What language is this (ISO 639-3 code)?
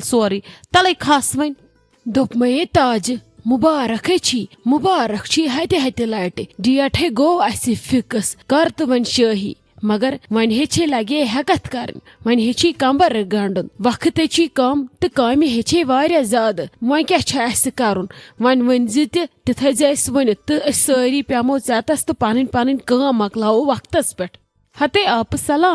kas